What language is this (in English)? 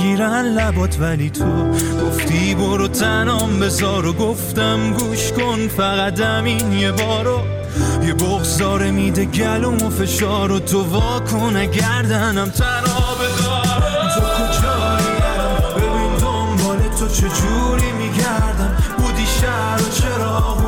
Persian